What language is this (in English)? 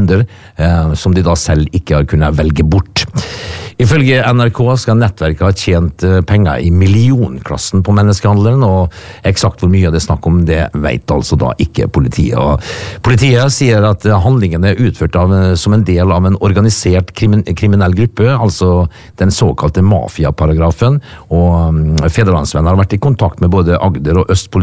Norwegian